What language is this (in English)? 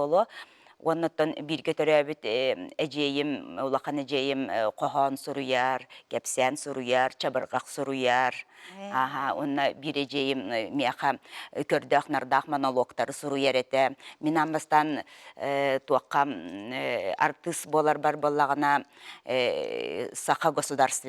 Yakut